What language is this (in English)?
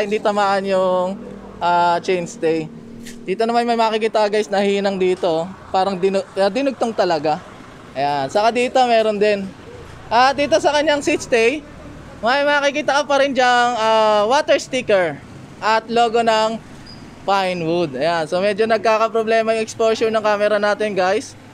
Filipino